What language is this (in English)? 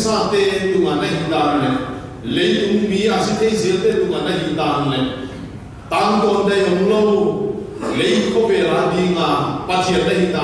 Paite Chin